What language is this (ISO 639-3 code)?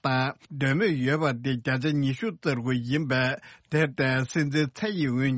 bod